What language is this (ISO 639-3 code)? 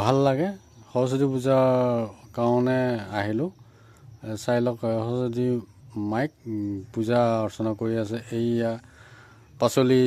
asm